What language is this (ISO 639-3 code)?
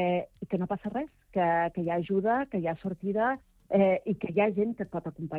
cat